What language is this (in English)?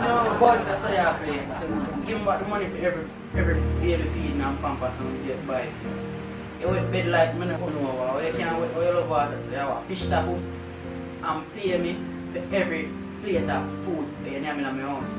Jamaican Creole English